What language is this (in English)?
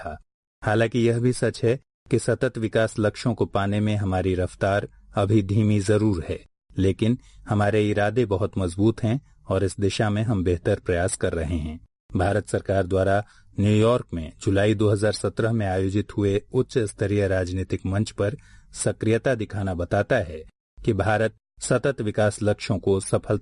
Hindi